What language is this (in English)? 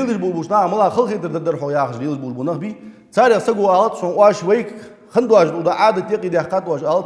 Ingush